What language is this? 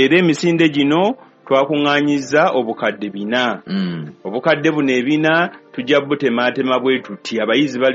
Ganda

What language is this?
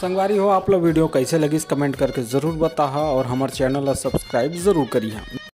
Chhattisgarhi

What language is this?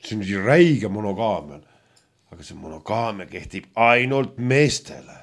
Estonian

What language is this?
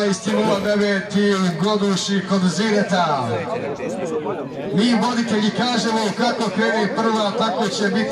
Croatian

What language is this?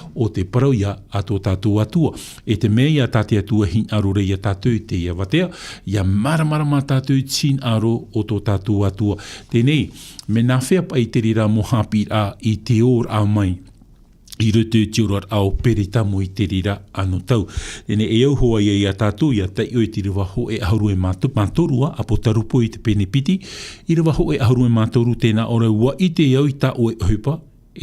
Tahitian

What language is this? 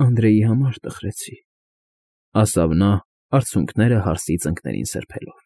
Armenian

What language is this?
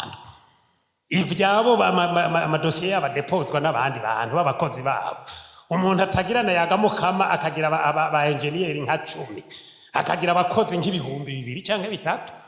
Rundi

